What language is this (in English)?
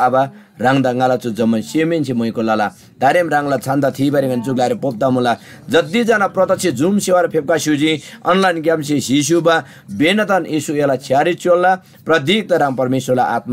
Eastern Tamang